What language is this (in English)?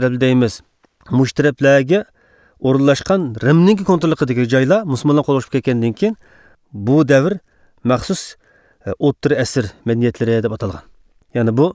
Uyghur